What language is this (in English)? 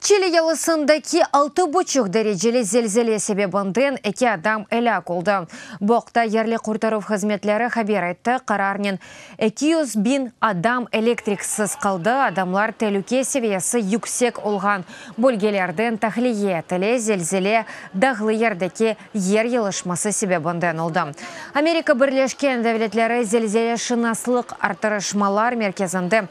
Crimean Tatar